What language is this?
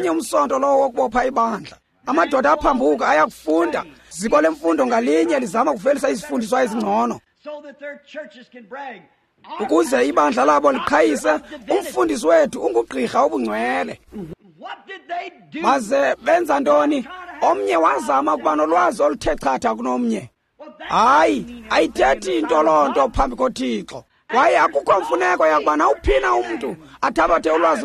Xhosa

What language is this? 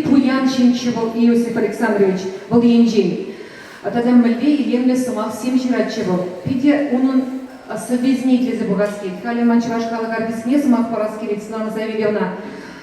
Chuvash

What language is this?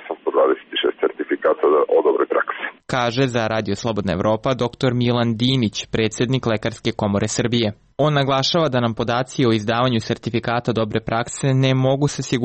Serbian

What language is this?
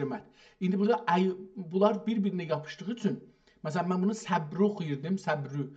South Azerbaijani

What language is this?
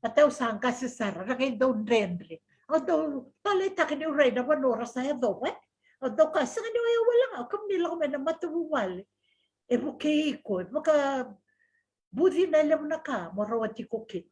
Fijian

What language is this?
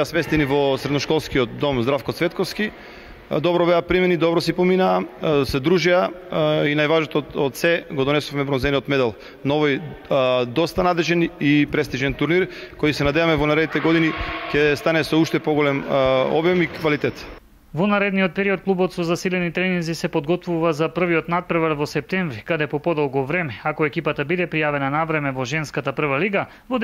Macedonian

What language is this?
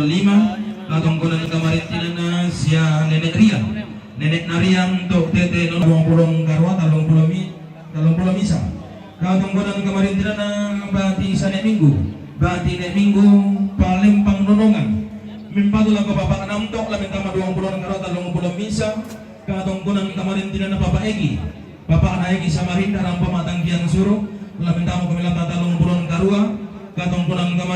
Toraja-Sa'dan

